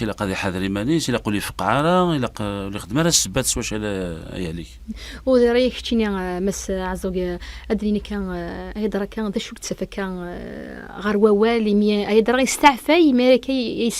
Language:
Kabyle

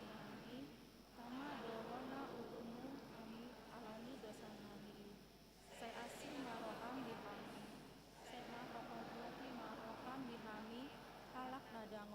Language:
Batak Toba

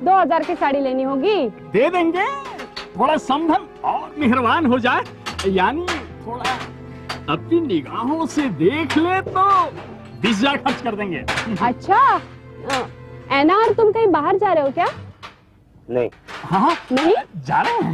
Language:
Hindi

